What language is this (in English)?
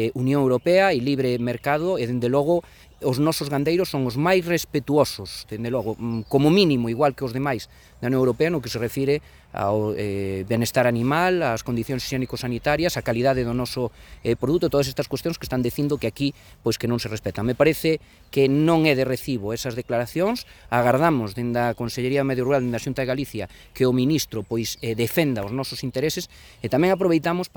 Galician